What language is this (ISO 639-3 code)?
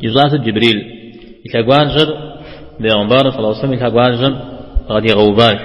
kbd